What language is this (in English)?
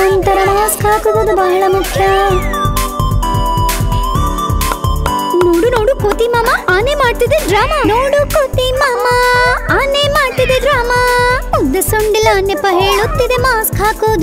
Kannada